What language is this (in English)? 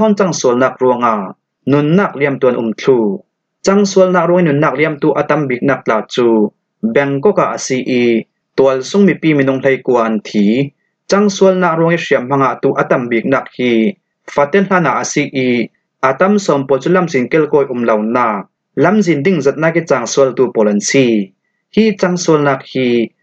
Falam Chin